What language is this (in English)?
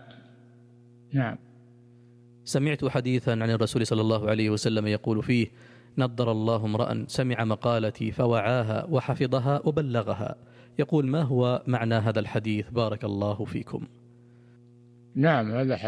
Arabic